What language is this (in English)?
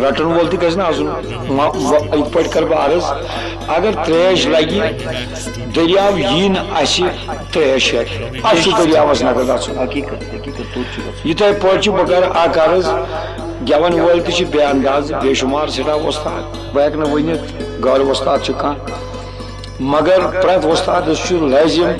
Kashmiri